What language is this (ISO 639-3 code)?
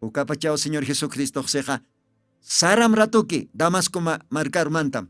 aym